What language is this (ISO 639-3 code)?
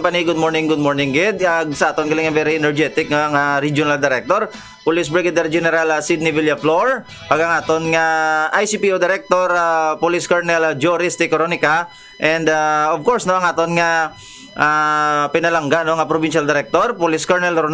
hil